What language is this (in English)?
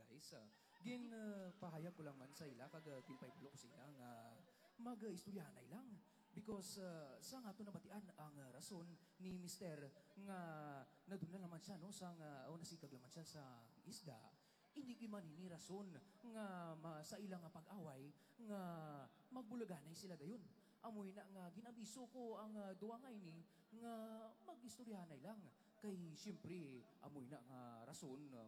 Hiligaynon